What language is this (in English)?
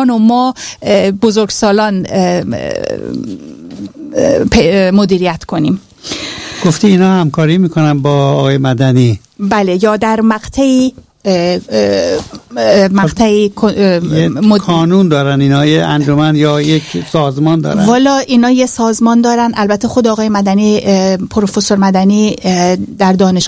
Persian